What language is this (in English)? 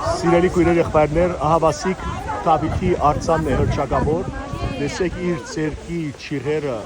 Western Armenian